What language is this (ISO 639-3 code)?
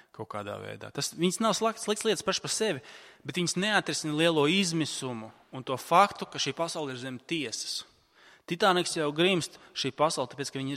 lav